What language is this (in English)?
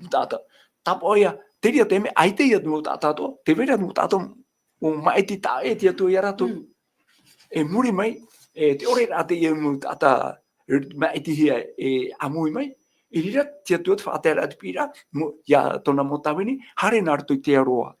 Tahitian